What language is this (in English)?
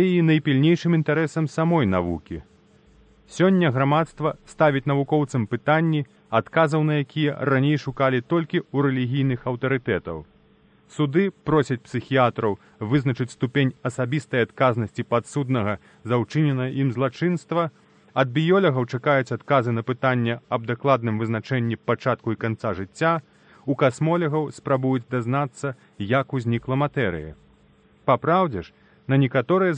Belarusian